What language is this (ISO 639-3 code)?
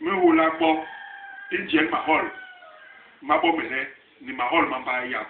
bas